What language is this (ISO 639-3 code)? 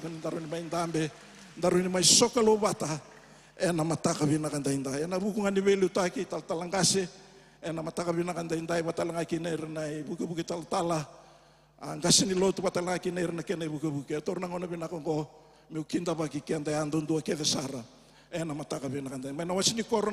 fij